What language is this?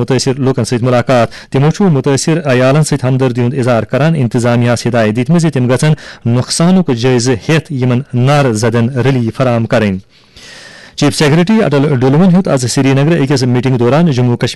Kashmiri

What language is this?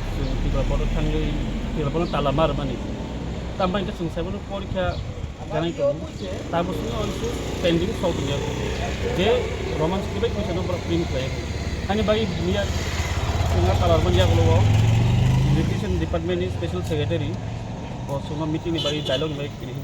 Kok Borok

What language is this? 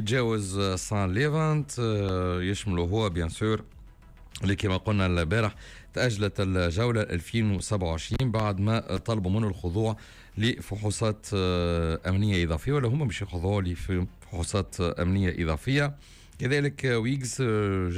Tunisian Arabic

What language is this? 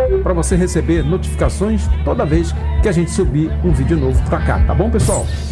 Portuguese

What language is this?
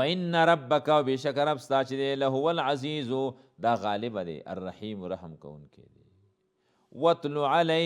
Pashto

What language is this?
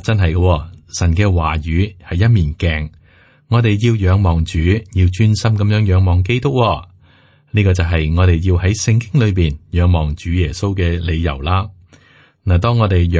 Cantonese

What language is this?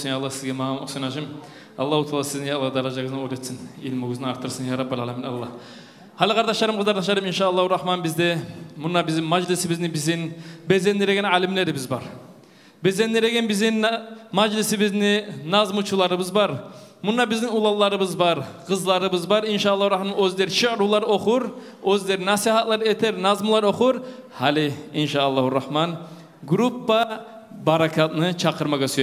Kumyk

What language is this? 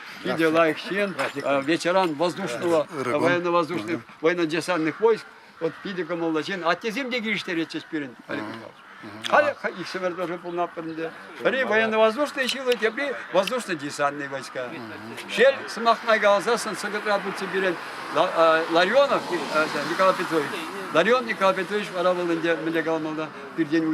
Chuvash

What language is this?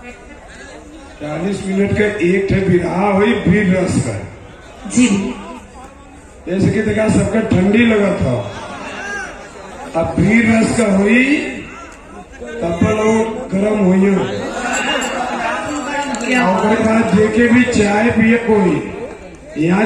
Bhojpuri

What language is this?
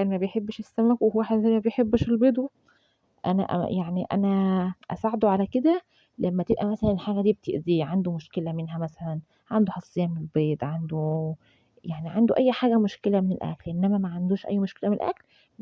Egyptian Arabic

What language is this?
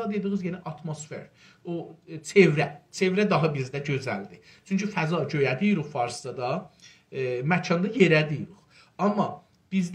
South Azerbaijani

